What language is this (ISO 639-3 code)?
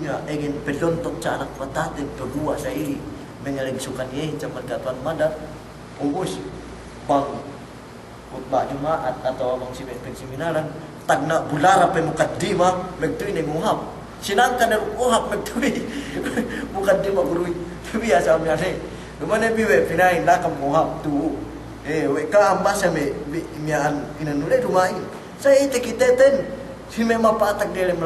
yka